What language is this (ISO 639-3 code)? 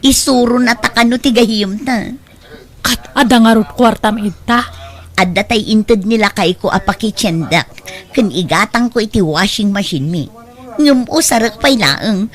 ilo